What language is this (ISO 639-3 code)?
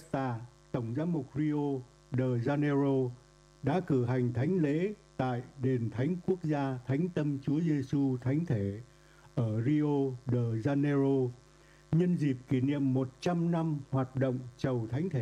vie